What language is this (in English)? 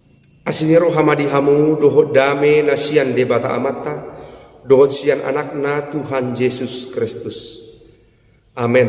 Batak Toba